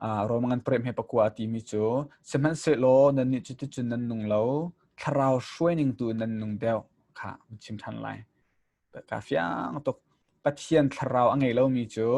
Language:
Hakha Chin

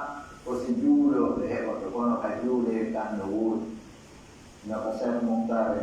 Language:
Pular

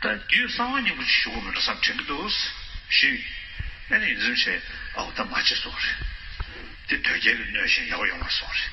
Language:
Tibetan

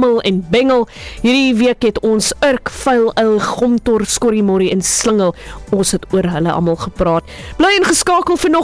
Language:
Afrikaans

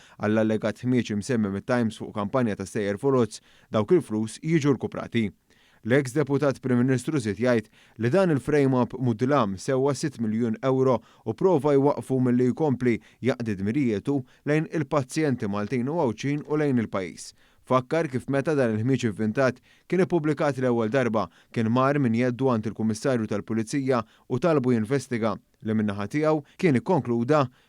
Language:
Maltese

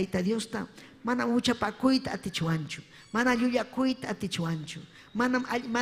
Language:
Ayacucho Quechua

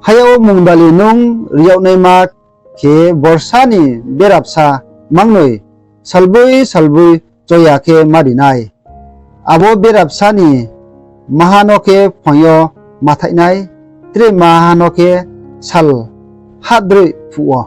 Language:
Riang (India)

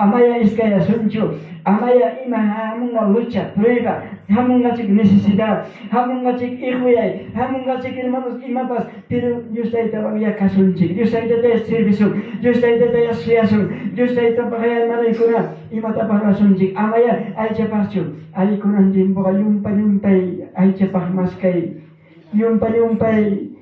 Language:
Ayacucho Quechua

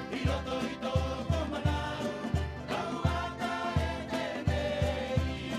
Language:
Rapanui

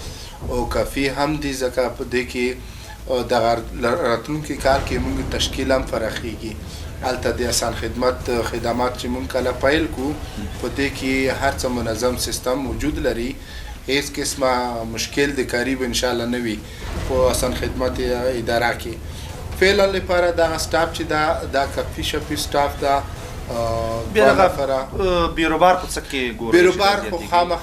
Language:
Pashto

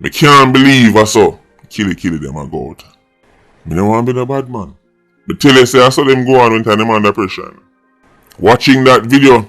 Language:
Jamaican Creole English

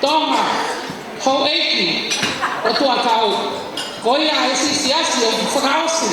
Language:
Tongan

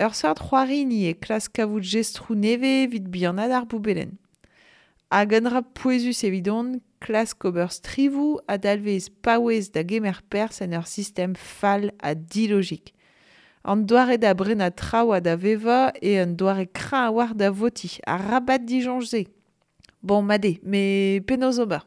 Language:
Breton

